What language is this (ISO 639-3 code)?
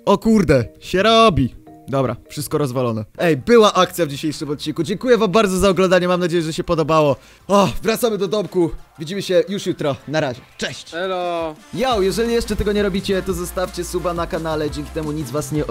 pol